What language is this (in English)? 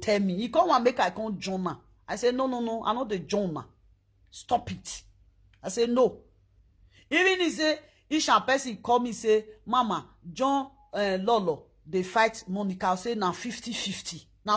Nigerian Pidgin